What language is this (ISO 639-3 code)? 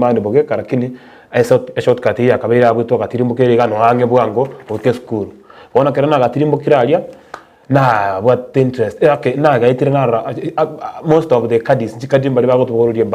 guz